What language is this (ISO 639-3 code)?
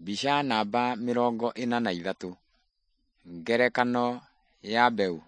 kik